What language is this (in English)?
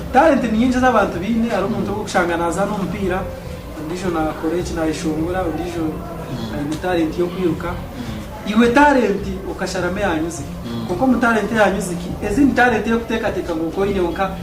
Nyankole